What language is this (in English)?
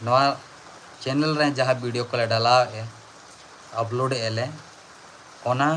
Santali